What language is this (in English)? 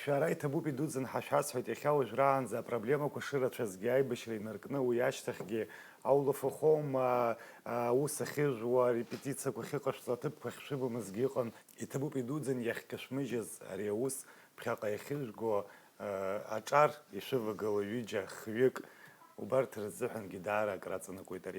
Abkhazian